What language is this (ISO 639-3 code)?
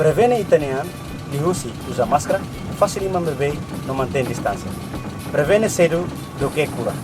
tet